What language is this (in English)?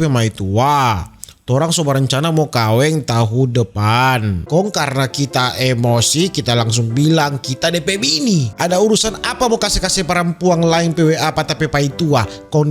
Manado Malay